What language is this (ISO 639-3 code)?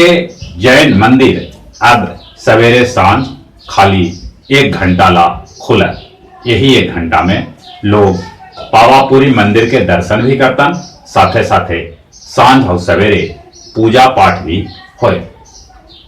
mag